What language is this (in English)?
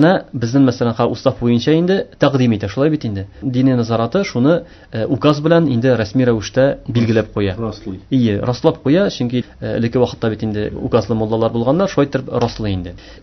Tatar